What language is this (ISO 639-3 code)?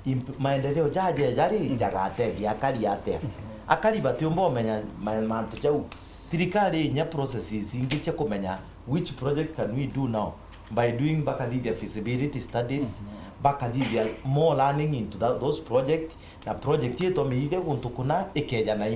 mer